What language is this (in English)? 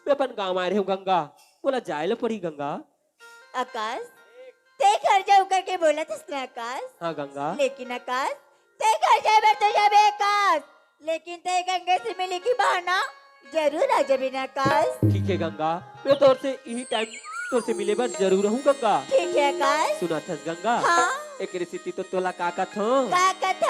Chhattisgarhi